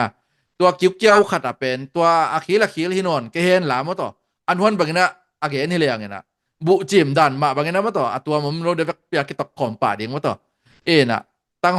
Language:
Tedim Chin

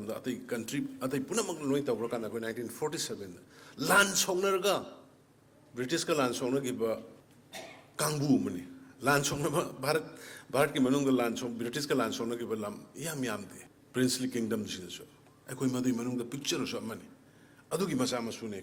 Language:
Manipuri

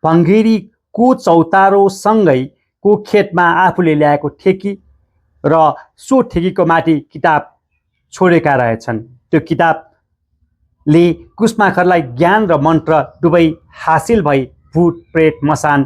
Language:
Nepali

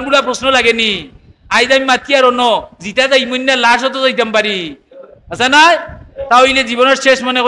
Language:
Sylheti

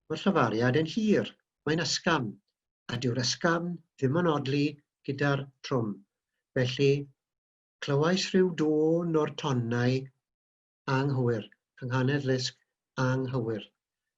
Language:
Welsh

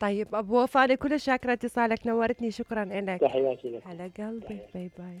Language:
Mesopotamian Arabic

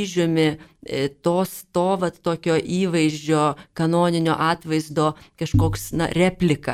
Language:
Lithuanian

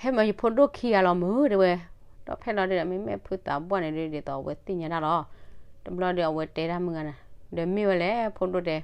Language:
S'gaw Karen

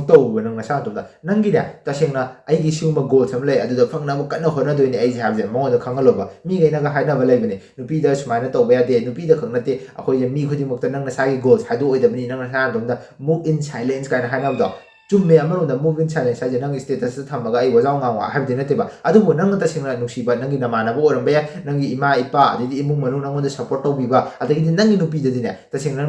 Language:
Manipuri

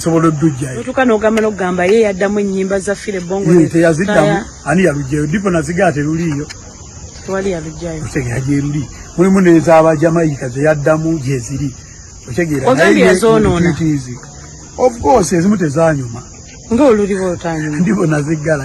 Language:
Ganda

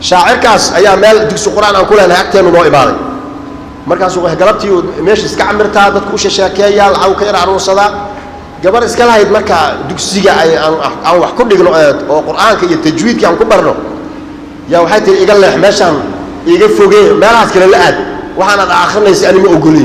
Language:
Somali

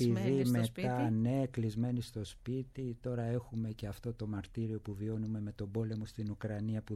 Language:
Greek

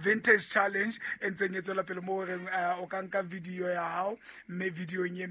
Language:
Southern Sotho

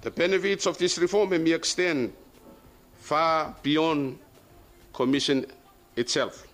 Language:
Bislama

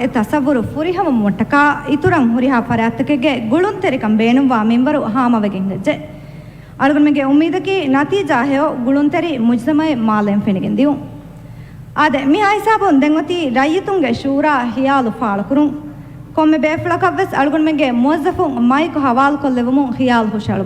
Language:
Divehi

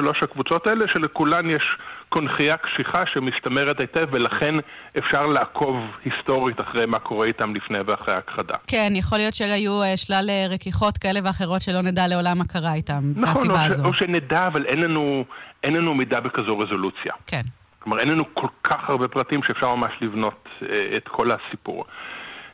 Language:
Hebrew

